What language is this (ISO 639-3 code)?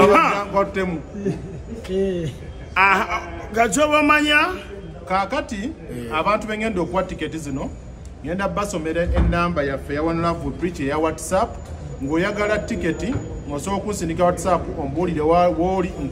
lug